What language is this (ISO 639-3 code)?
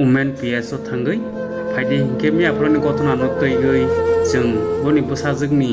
trp